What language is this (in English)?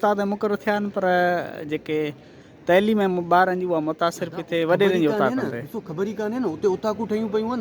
Sindhi